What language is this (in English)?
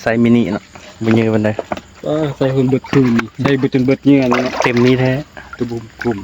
Northeastern Thai